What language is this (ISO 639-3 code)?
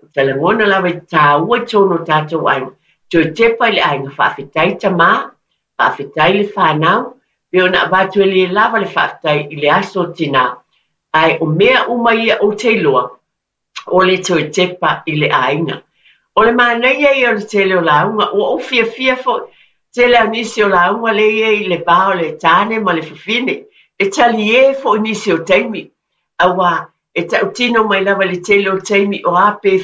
smo